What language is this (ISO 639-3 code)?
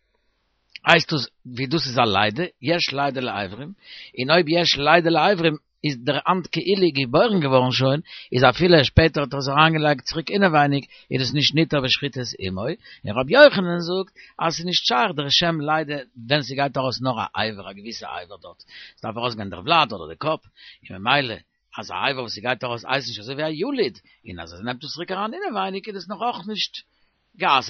yid